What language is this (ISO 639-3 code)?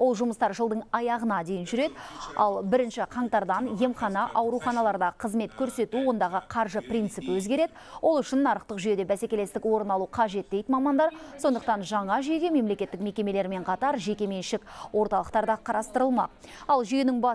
kaz